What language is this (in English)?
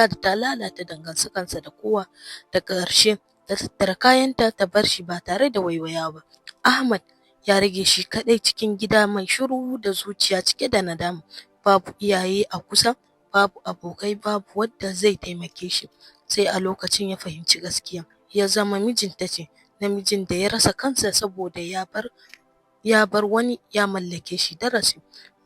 Hausa